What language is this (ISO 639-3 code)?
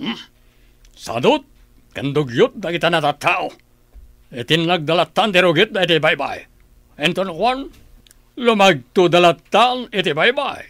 ilo